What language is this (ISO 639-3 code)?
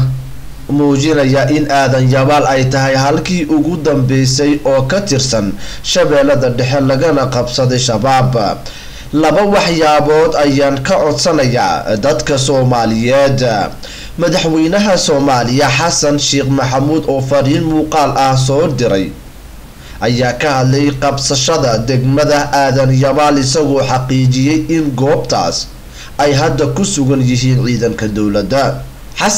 som